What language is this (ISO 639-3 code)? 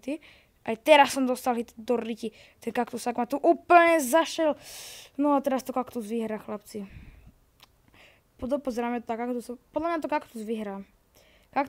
slk